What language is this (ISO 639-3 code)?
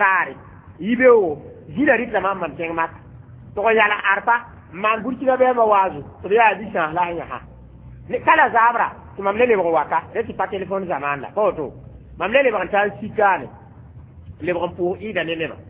mos